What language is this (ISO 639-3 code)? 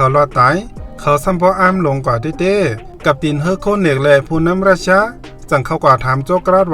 shn